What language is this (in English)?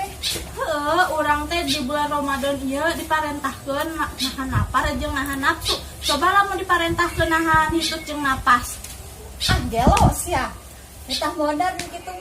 Sundanese